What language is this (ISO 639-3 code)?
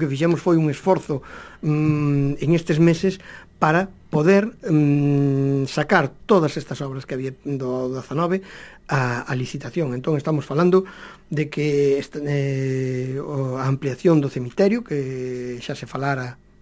glg